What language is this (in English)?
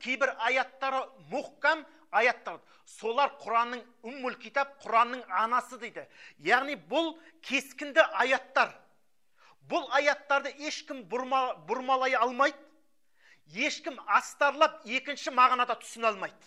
Kazakh